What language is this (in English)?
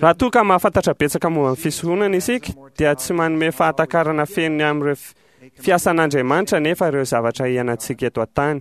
Malagasy